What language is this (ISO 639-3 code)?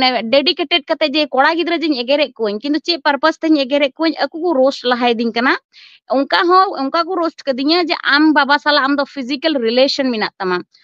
sat